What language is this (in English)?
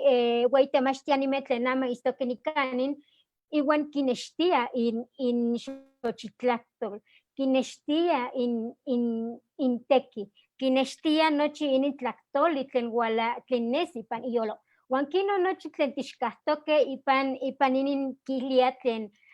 Eastern Huasteca Nahuatl